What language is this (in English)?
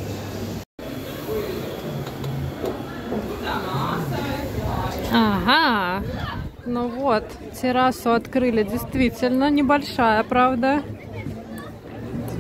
Russian